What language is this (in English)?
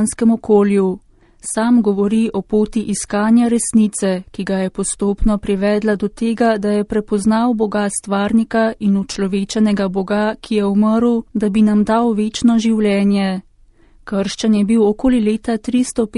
Slovenian